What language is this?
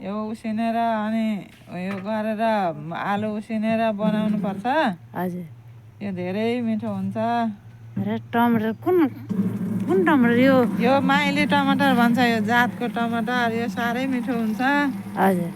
Nepali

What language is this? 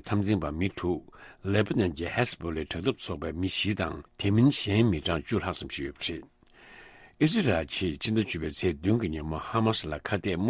Tibetan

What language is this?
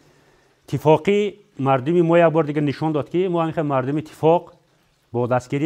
Tajik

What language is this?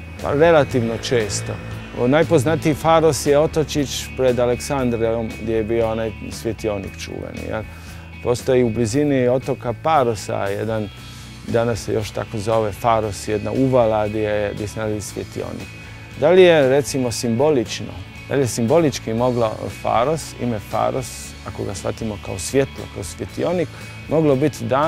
Croatian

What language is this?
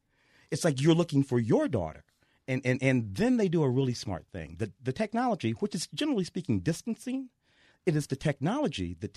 English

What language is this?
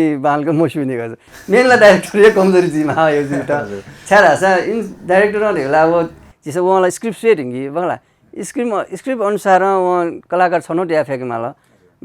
Newari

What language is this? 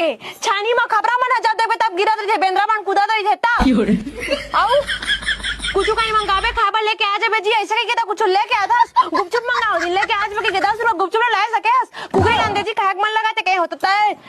Chhattisgarhi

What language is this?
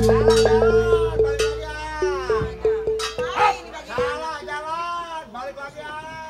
Betawi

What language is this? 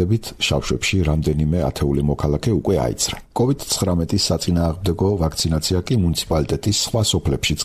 Georgian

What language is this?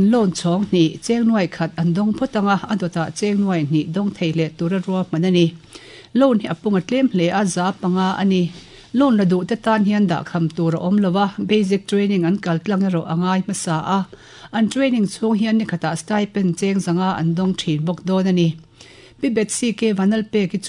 Mizo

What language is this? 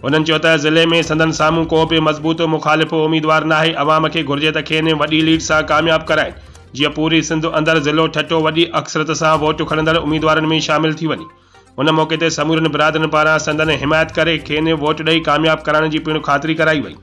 Sindhi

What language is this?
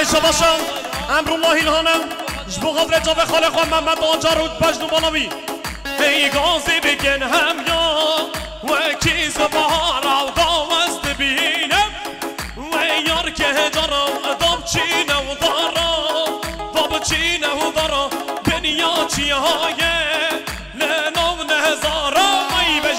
Kurdish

